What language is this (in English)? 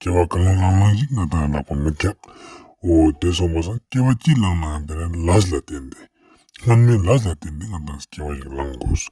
Ladakhi